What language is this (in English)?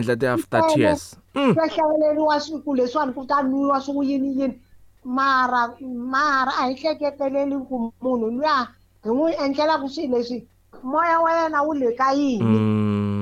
Tsonga